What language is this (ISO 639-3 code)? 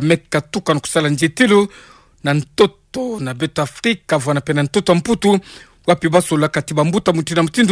ktu